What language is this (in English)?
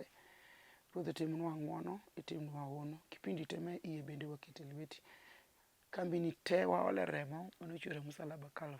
Luo (Kenya and Tanzania)